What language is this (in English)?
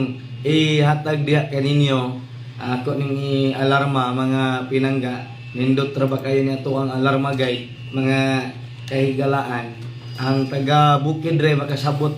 Cebuano